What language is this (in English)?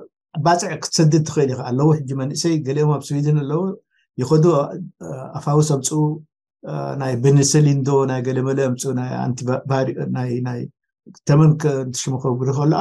Tigrinya